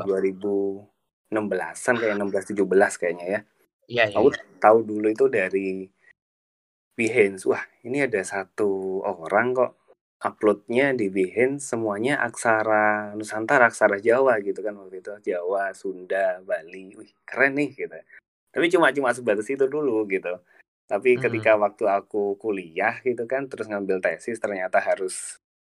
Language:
Indonesian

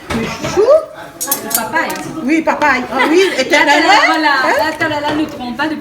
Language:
Réunion Creole French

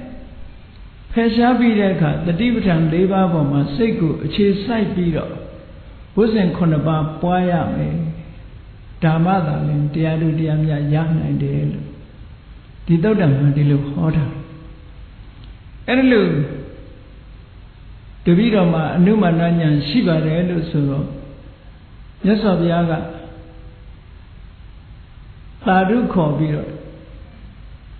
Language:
Burmese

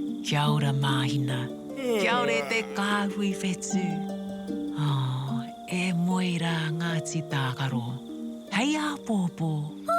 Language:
Māori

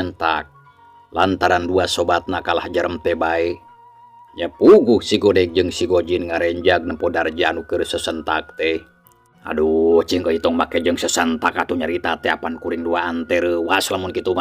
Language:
Sundanese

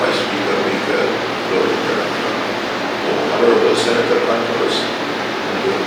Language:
Pohnpeian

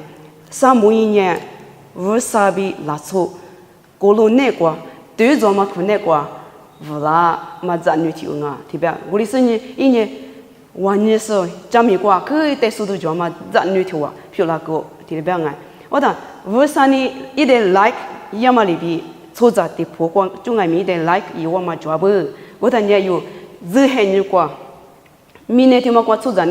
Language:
Lisu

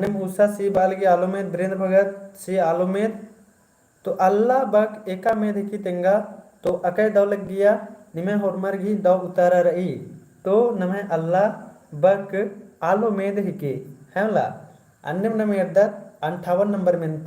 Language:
Kurukh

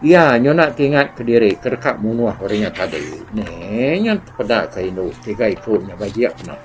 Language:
Iban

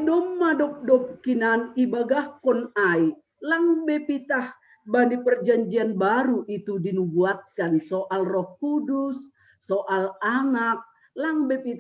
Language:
Batak Simalungun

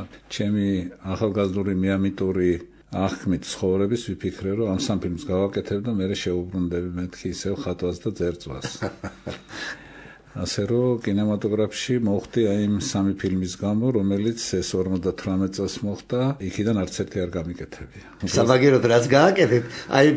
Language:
Georgian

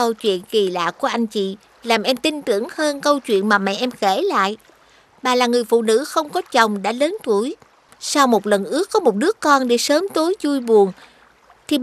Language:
Vietnamese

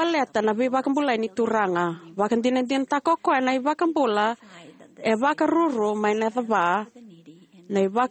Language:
Fijian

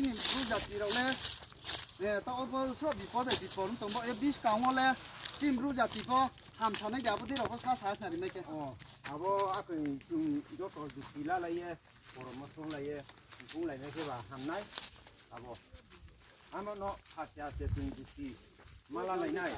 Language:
Riang (India)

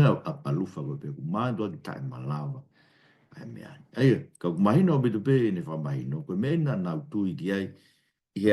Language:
Tongan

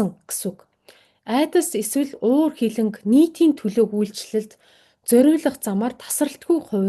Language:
Mongolian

